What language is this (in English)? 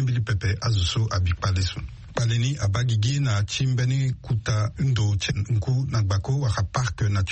Sango